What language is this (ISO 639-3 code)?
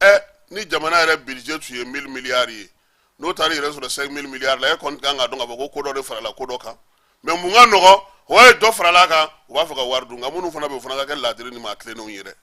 bam